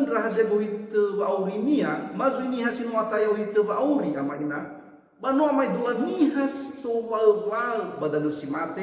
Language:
Nias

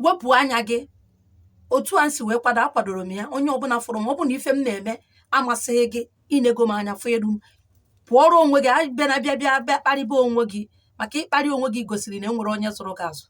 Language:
Igbo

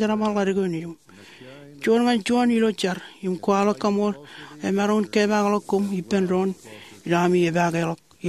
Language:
Marshallese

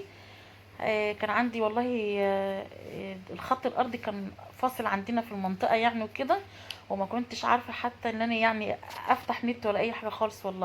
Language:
Egyptian Arabic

